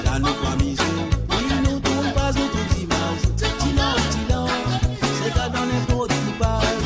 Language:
Morisyen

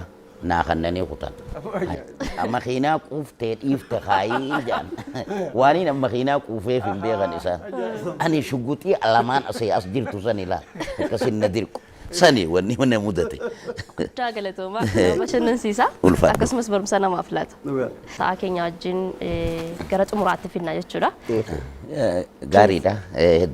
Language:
Oromo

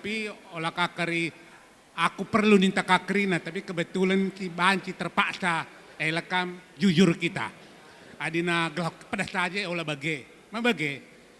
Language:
Batak Karo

